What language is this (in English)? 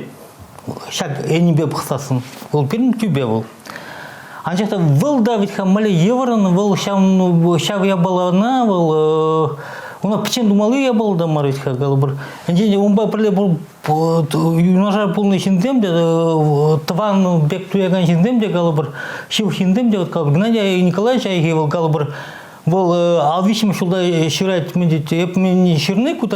Chuvash